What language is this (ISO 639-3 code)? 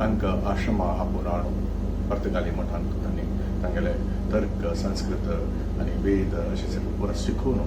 kok